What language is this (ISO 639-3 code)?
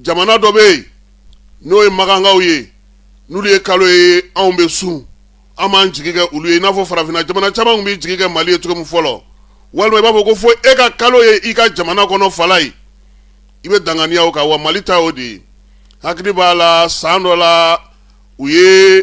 bam